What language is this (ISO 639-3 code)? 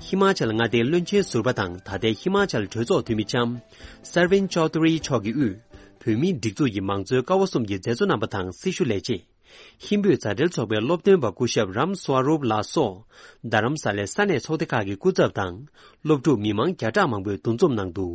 bod